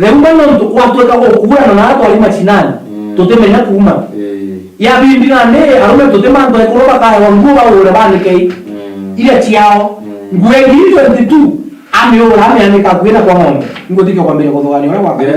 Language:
Meru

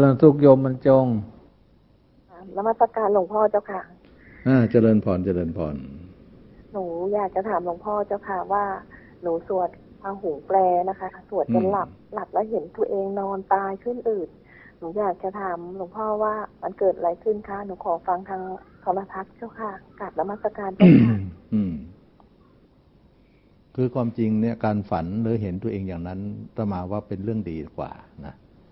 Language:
Thai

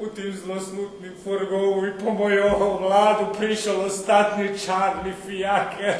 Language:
Rusyn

